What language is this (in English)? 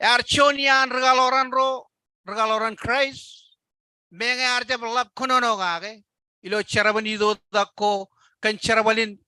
Marshallese